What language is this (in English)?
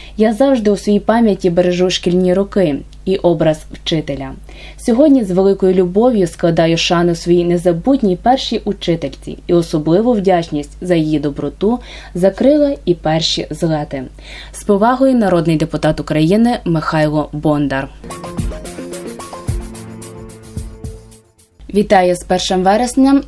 Ukrainian